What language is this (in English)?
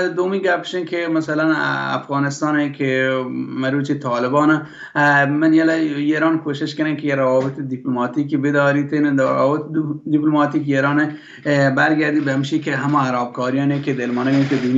Baluchi